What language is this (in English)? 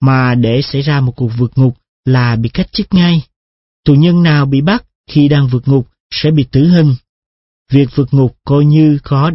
Vietnamese